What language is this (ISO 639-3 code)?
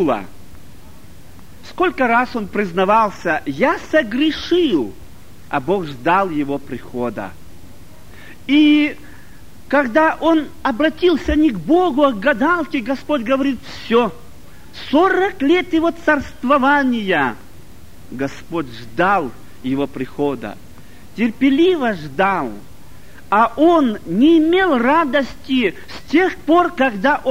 rus